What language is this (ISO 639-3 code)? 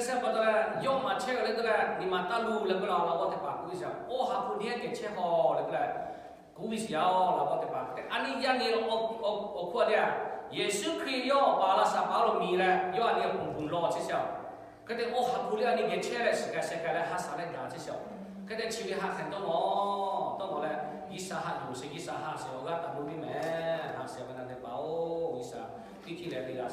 lhu